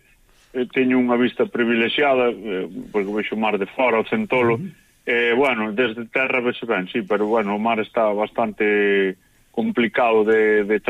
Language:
Galician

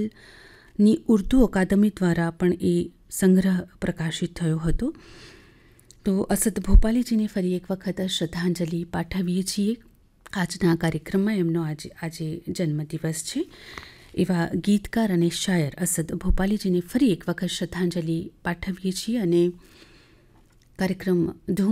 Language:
Gujarati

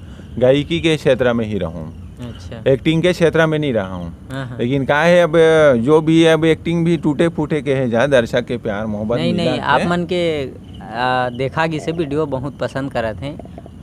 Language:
Chhattisgarhi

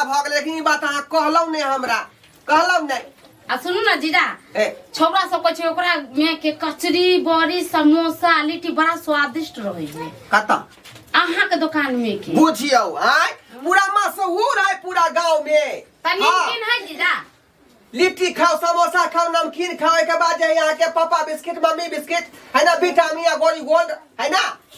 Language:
Maithili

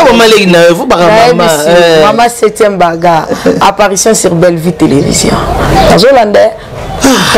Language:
Lingala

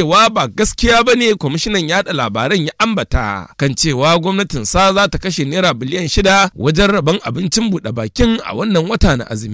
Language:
Hausa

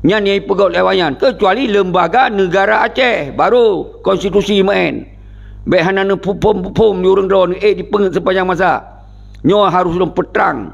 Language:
Achinese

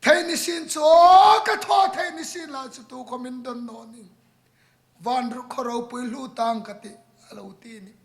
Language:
Hmar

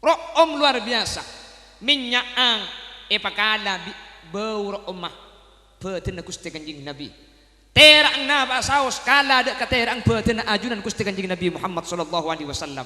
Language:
Madurese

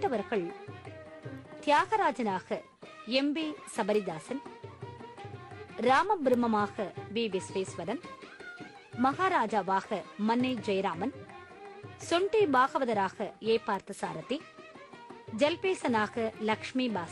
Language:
Tamil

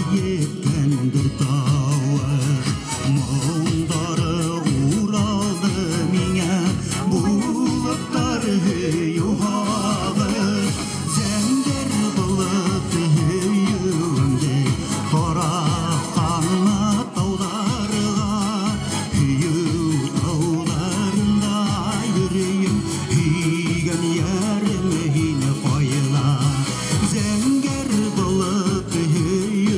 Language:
Bashkir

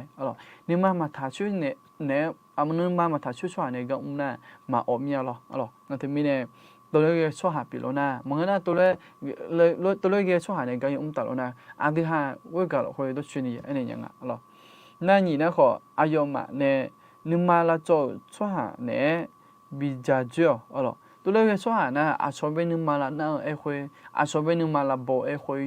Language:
Akha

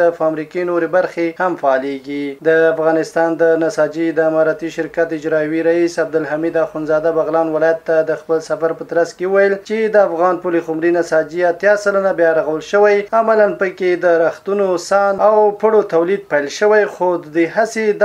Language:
Pashto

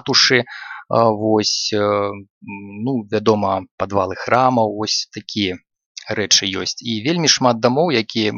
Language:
Belarusian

